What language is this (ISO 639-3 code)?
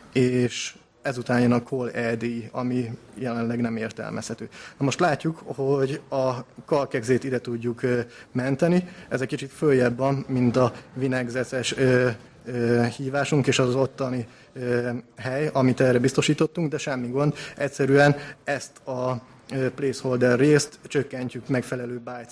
hun